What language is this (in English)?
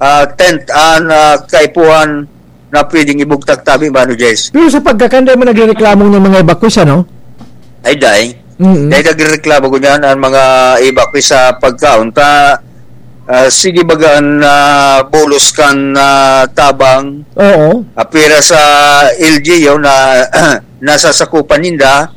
Bikol